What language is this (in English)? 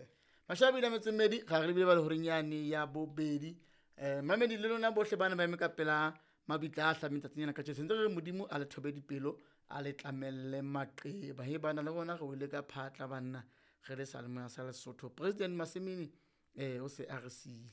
Southern Sotho